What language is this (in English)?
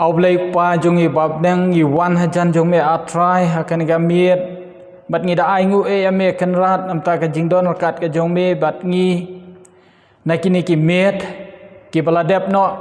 Khasi